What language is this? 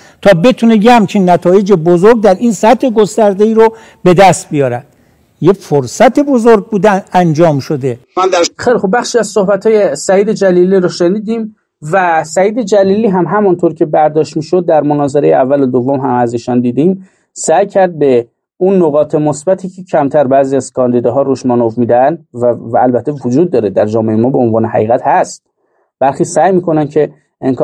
Persian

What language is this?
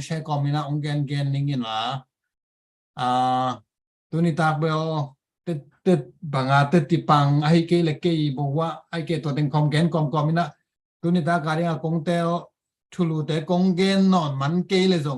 Tedim Chin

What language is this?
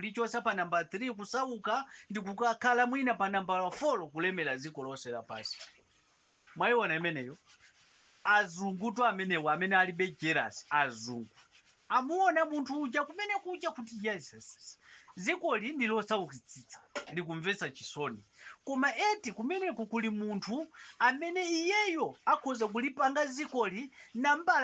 Nyanja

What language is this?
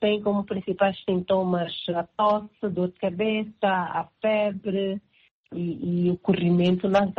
Portuguese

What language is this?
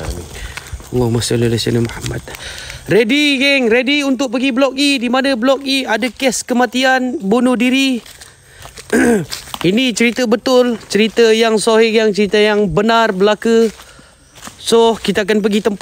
Malay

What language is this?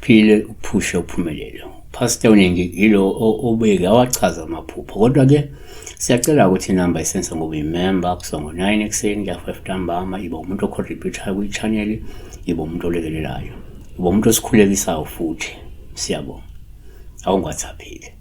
Zulu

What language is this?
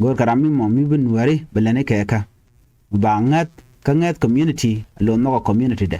Nuer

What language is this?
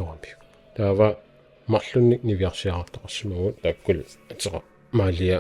Kalaallisut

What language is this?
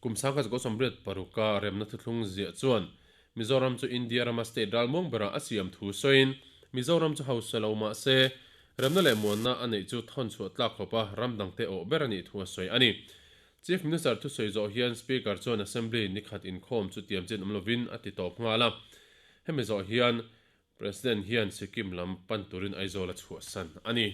Mizo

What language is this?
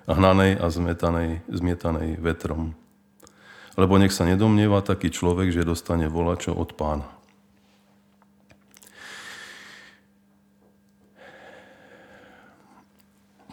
Slovak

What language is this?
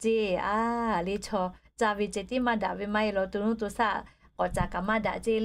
Lahu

